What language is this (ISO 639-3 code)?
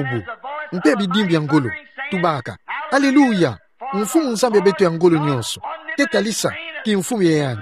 ktu